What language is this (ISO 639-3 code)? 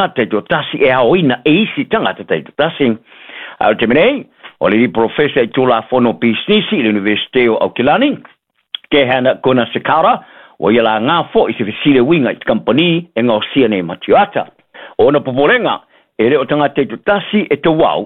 smo